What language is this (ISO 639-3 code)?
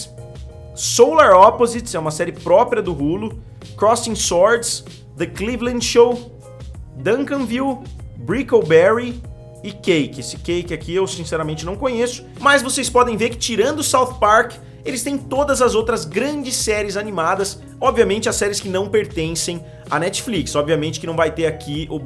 por